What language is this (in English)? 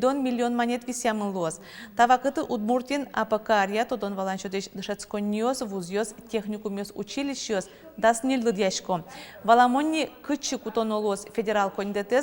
Udmurt